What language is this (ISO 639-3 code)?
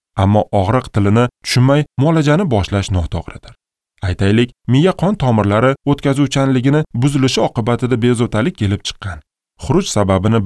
uzb